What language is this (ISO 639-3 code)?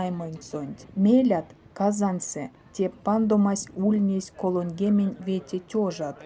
myv